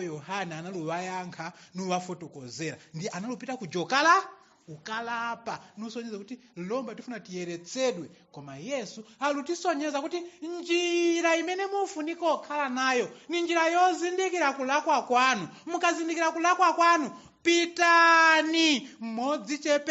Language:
Nyanja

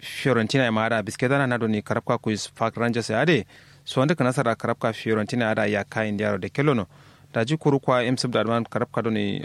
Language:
Kanuri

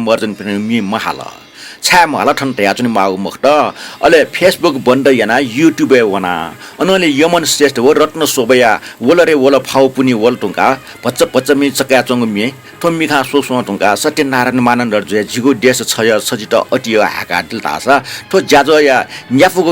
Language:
Newari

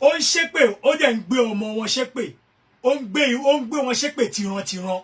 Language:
Yoruba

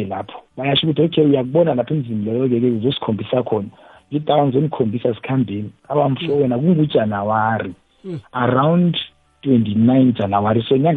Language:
South Ndebele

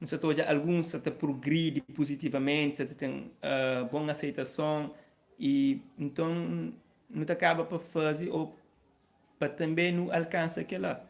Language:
Kabuverdianu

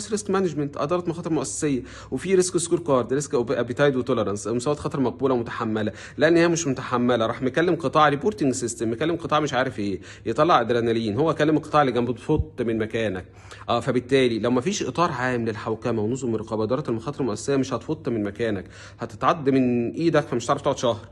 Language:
Egyptian Arabic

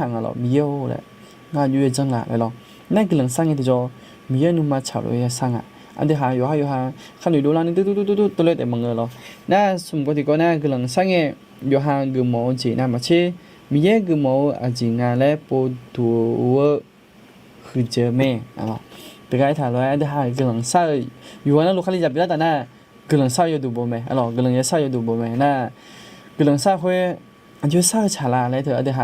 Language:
Akha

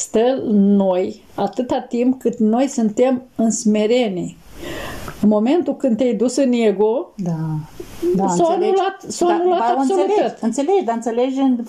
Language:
Romanian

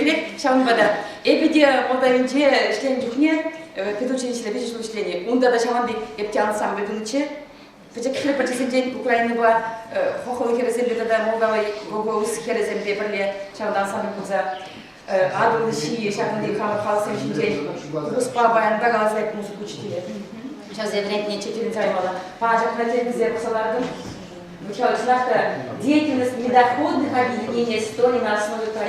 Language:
Chuvash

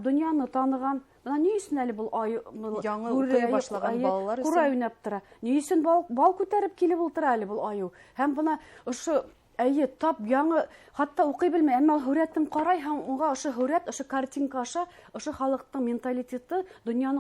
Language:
Bashkir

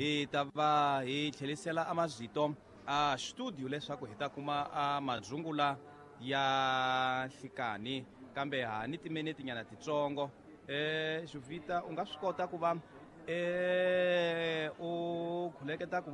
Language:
Tsonga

